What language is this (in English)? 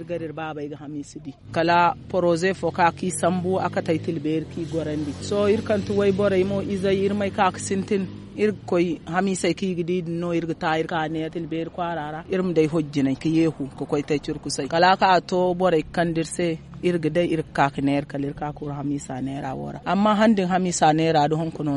Zarma